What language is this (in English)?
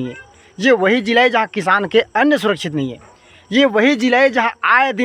Chhattisgarhi